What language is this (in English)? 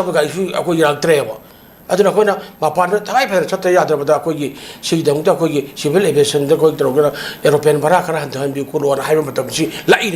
Manipuri